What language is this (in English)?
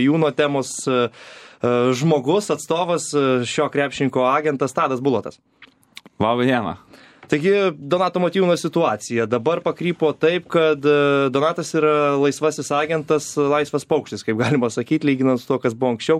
Lithuanian